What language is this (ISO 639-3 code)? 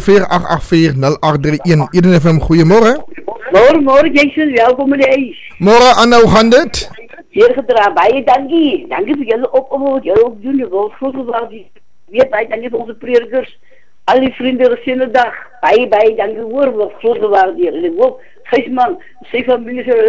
afr